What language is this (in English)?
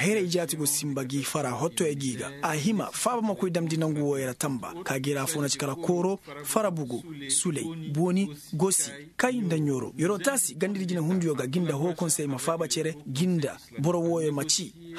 Koyraboro Senni